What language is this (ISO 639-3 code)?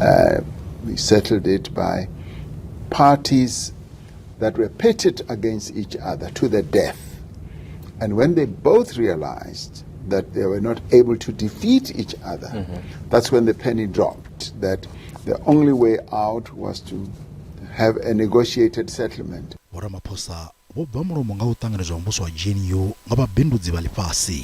ven